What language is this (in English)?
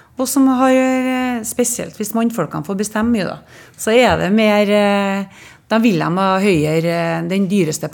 Norwegian